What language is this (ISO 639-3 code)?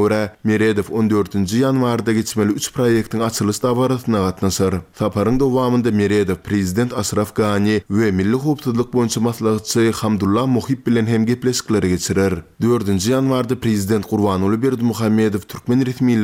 tuk